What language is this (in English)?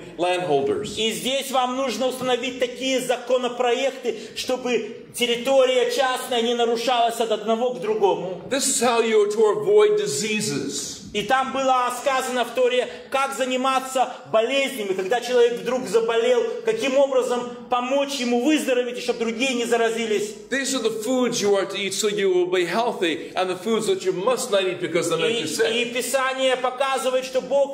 Russian